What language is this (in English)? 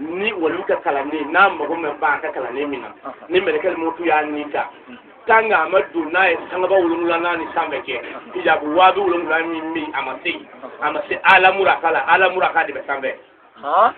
Bambara